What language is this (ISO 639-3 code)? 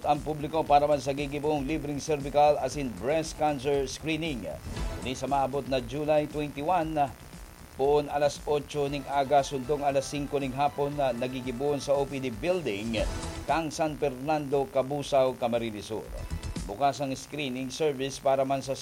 bik